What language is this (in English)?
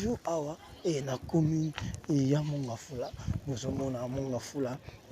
Lingala